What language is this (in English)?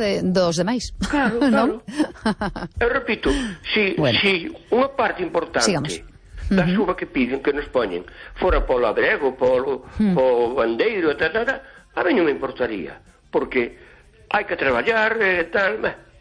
Galician